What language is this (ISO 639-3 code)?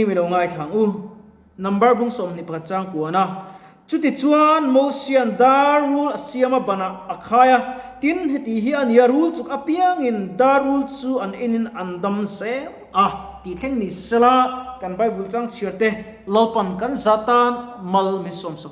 lus